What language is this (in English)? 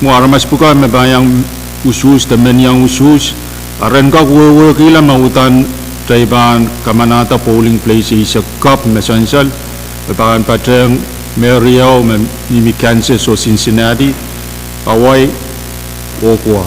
Pohnpeian